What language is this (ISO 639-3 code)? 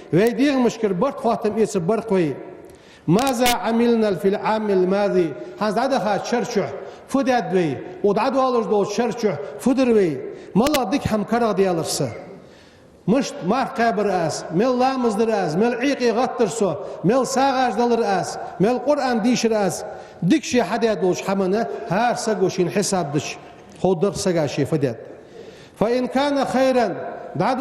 inh